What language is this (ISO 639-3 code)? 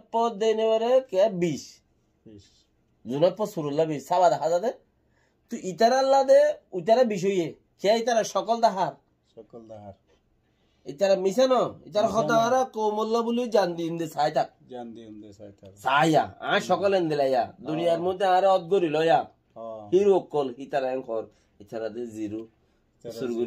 rhg